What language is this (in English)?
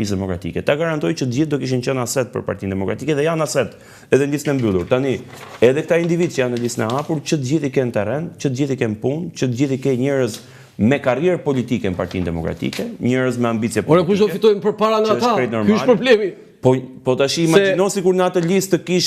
Albanian